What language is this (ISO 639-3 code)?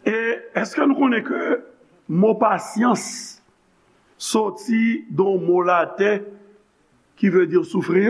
hat